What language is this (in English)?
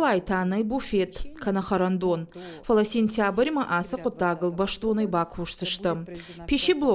Ossetic